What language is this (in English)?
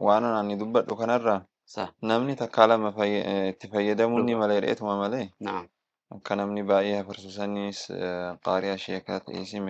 Oromo